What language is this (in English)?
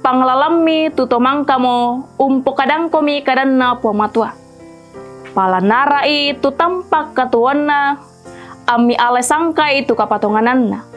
Toraja-Sa'dan